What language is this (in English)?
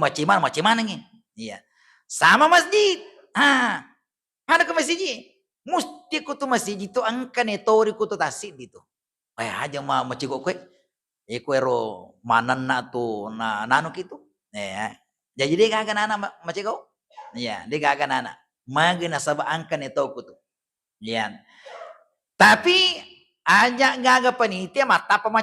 Buginese